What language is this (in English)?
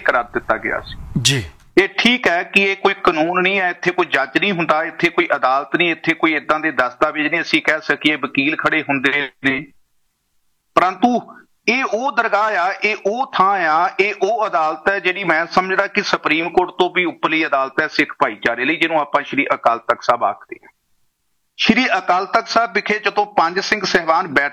Punjabi